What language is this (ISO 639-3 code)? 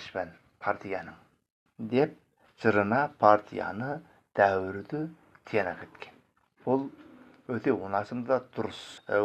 kaz